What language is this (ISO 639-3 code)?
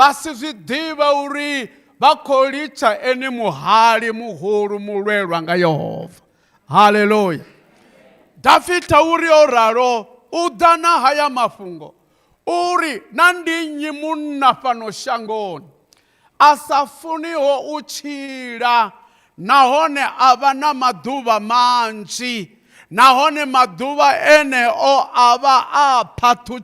ven